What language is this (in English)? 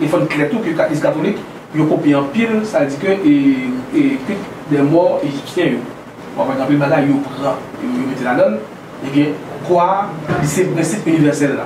Haitian Creole